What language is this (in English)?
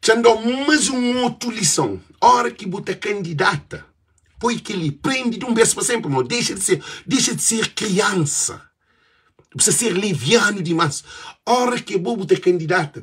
Kabuverdianu